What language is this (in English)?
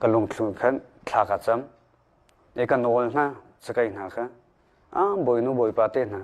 Hakha Chin